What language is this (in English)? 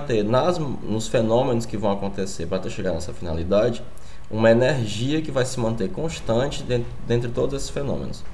Portuguese